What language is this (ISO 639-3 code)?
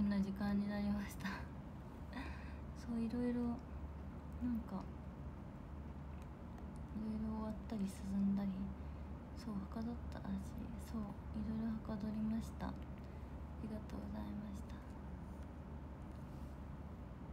jpn